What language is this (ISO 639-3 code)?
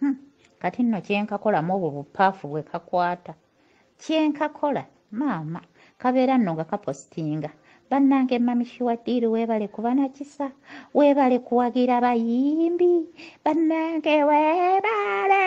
lug